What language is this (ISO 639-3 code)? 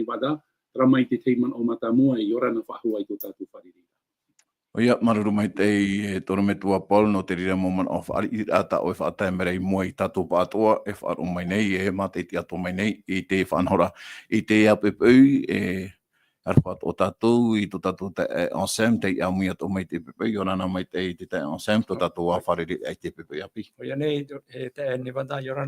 tah